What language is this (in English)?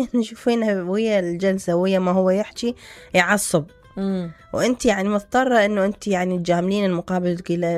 Mesopotamian Arabic